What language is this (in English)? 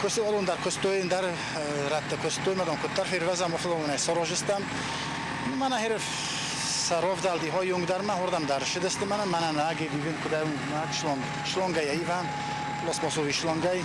Ossetic